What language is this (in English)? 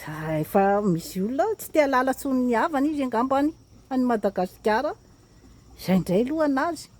Malagasy